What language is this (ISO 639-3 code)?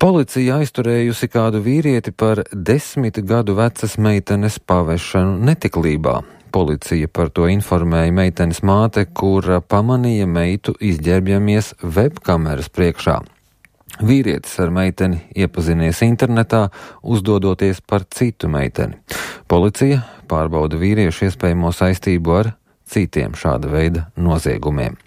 lav